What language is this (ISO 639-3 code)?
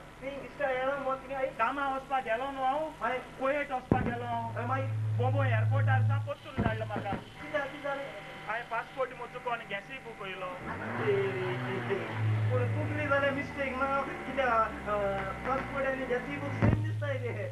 kok